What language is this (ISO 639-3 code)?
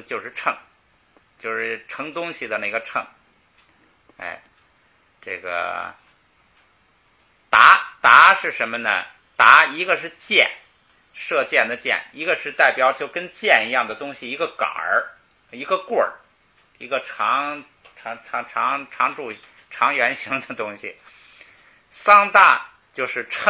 zho